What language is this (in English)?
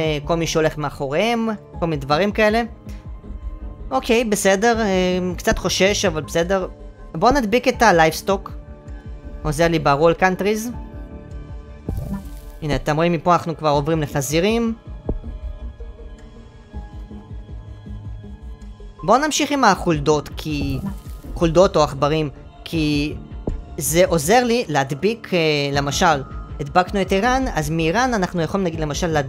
Hebrew